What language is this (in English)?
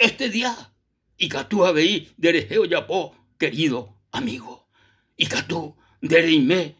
Guarani